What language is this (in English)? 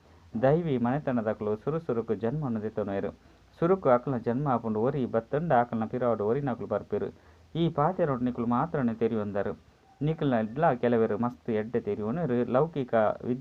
Tulu